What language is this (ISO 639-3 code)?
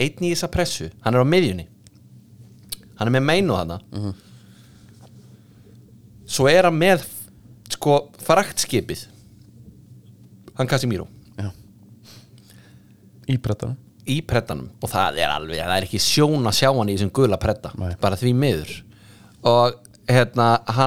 isl